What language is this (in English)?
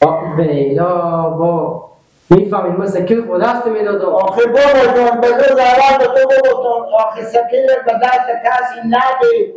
Persian